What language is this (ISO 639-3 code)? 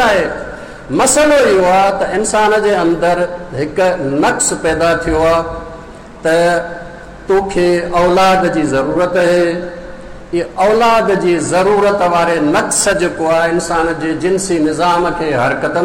snd